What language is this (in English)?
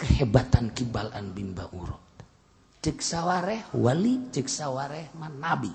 Sundanese